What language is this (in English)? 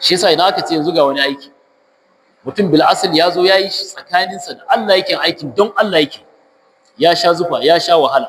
Hausa